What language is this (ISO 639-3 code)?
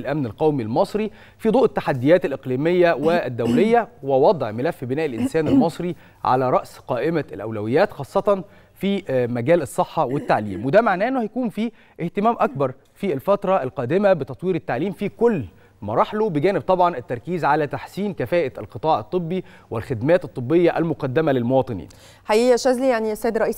arz